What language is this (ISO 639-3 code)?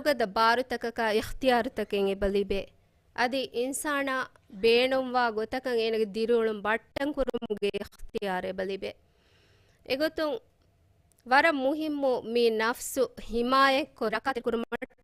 div